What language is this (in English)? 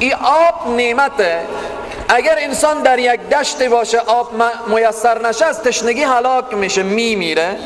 Persian